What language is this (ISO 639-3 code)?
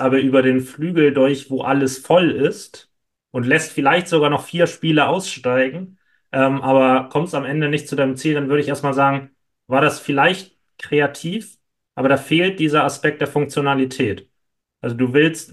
deu